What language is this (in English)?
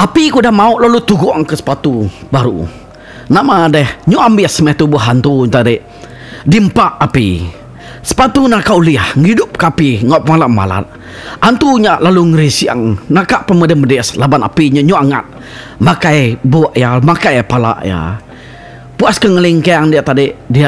Iban